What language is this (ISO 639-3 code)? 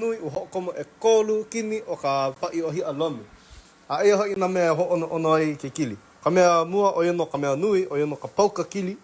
haw